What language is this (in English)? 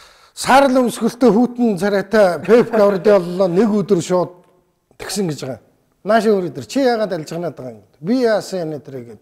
Mongolian